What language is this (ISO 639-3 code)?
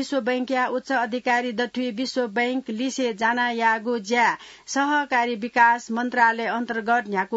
new